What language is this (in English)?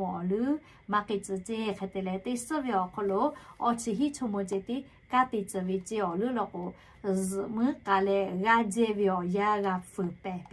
Lahu